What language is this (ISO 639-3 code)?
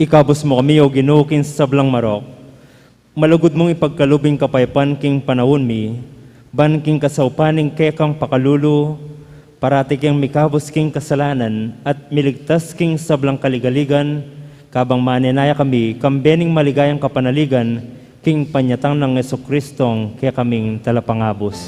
pam